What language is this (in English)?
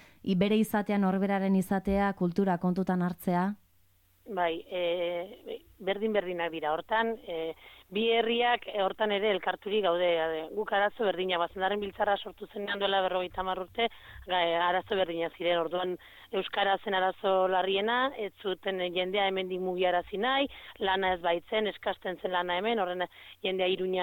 Basque